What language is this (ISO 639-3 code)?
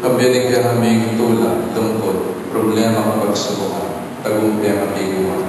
pam